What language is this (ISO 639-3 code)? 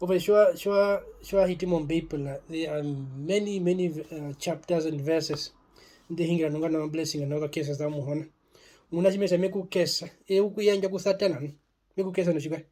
her